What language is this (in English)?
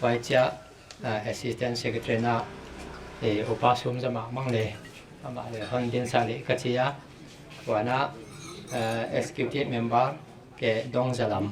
Paite Chin